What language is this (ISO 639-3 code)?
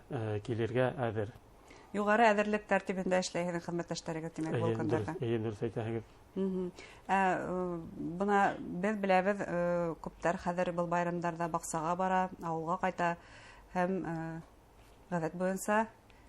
bak